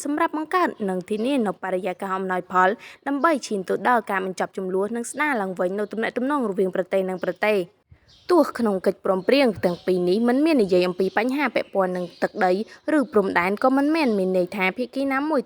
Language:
Khmer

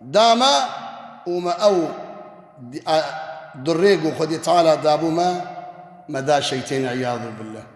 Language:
Kurdish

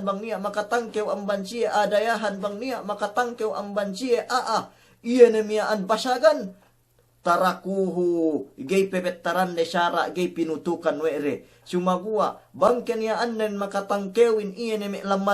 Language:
Yakan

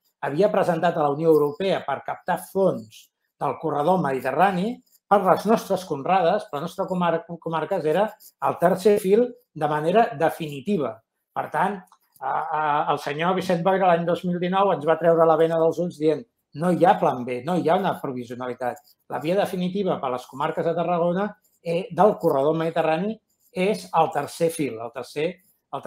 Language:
Catalan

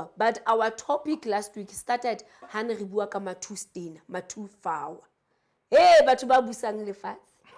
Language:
Southern Sotho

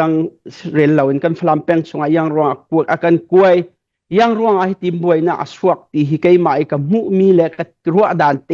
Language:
Hakha Chin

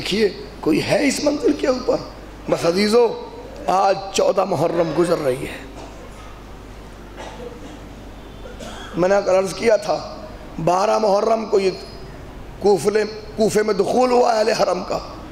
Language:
Urdu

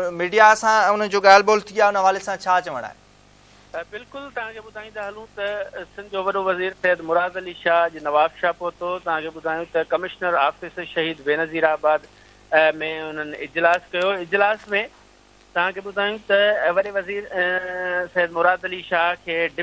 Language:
Sindhi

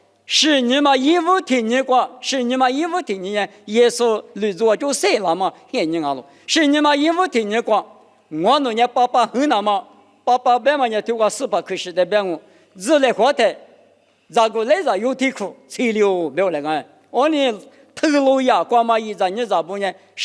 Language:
Lisu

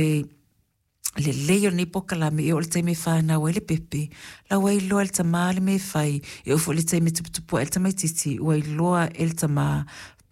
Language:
Samoan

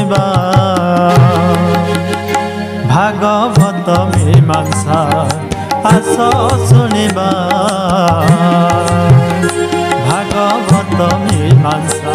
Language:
Odia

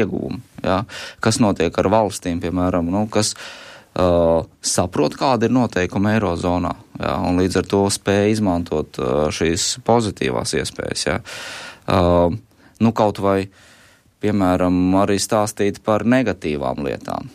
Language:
Latvian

